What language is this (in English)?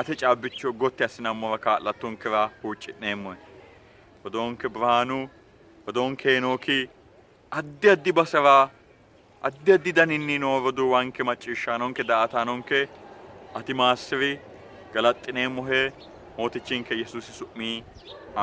Sidamo